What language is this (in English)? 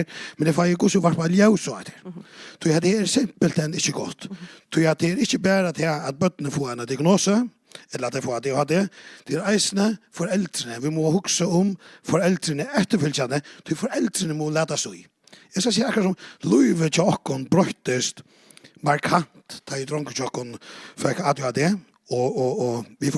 Faroese